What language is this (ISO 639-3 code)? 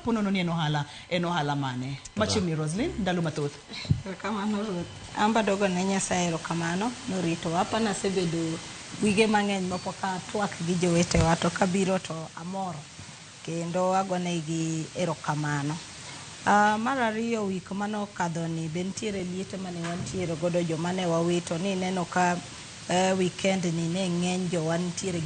luo